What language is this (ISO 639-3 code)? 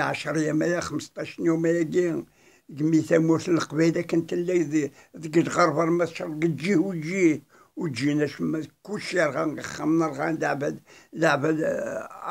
kab